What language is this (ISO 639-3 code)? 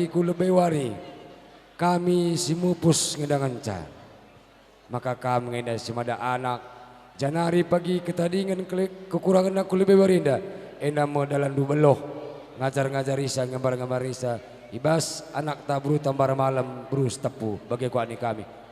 btx